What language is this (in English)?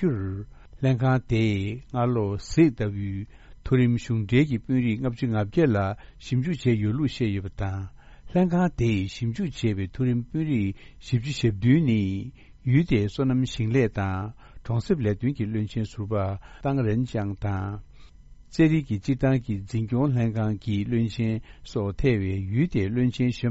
Tibetan